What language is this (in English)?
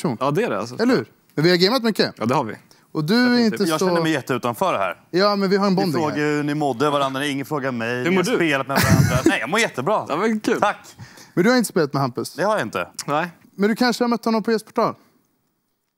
Swedish